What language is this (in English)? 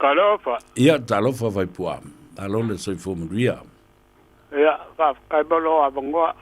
Samoan